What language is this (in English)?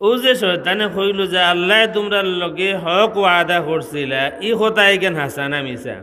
Sylheti